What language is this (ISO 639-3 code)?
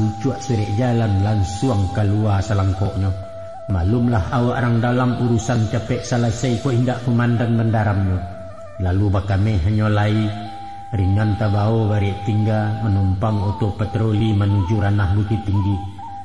min